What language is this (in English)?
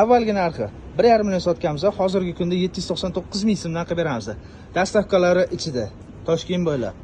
Uzbek